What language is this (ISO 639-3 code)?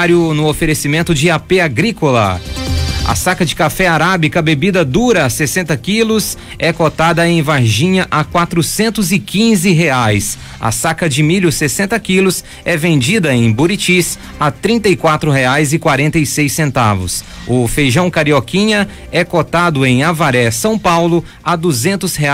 por